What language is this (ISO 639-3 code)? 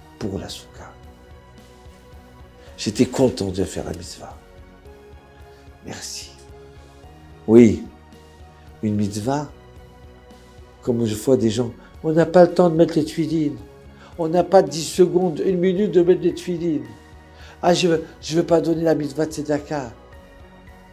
fra